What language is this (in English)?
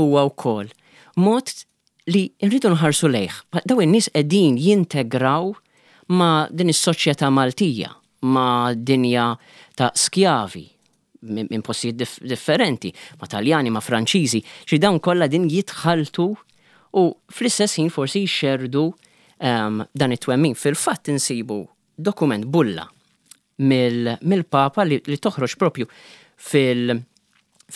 Maltese